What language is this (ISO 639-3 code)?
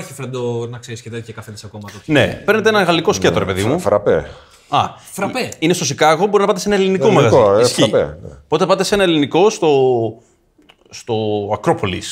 ell